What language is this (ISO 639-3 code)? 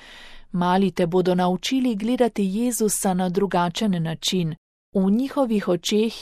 slv